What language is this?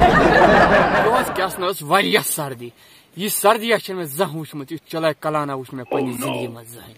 Kashmiri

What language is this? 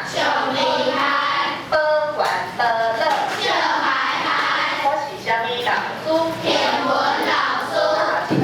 Min Nan Chinese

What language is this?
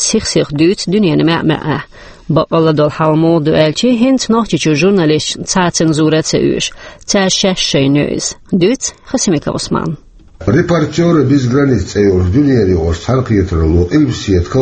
Chechen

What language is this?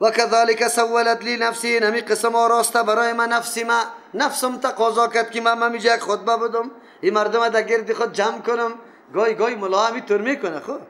Persian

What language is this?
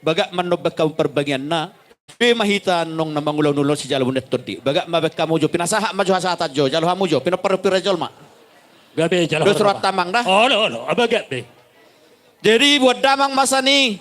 Batak Toba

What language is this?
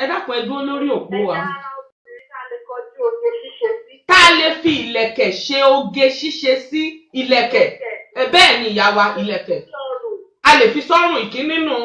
Yoruba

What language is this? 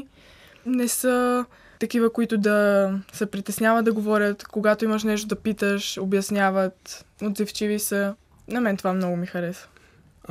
Bulgarian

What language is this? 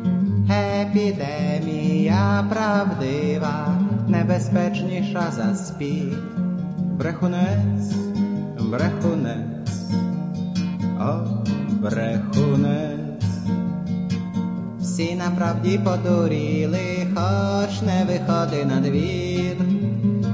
Ukrainian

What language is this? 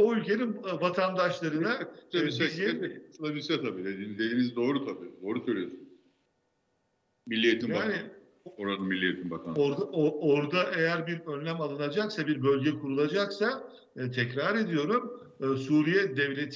Turkish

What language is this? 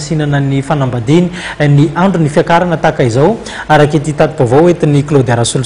Malagasy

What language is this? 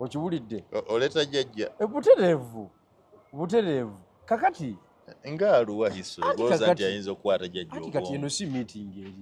Ganda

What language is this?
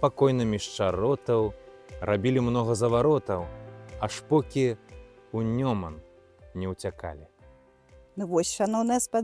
Belarusian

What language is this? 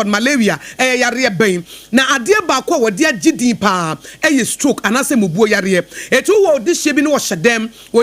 Akan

